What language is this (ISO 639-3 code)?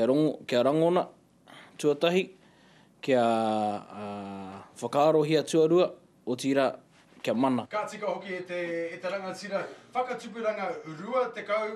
mri